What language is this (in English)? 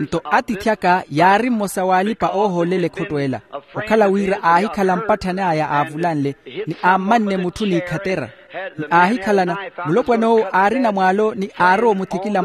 Makhuwa